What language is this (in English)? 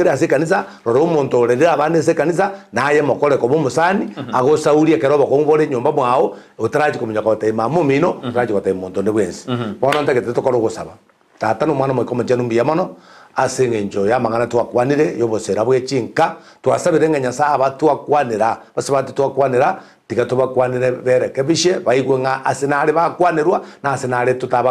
Gusii